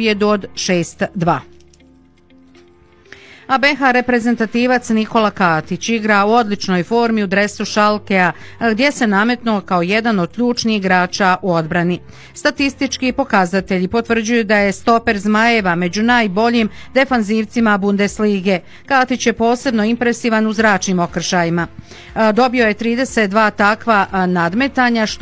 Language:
Bosnian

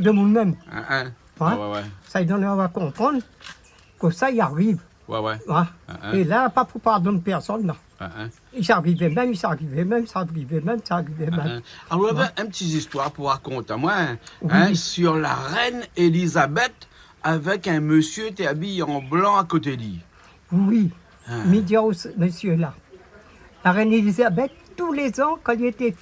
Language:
Réunion Creole French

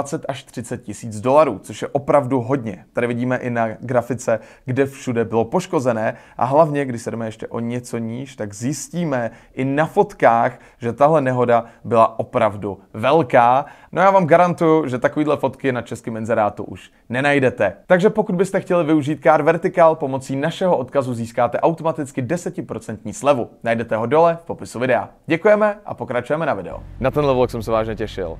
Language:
Czech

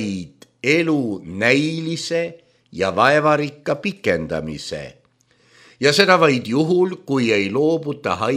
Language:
Estonian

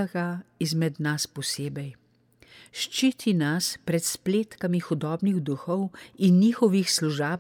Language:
Slovenian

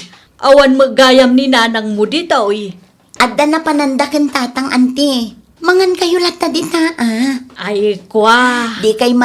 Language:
Iloko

